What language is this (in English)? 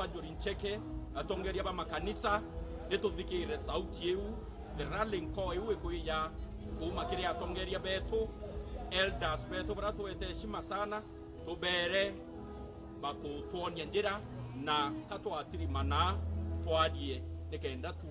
Meru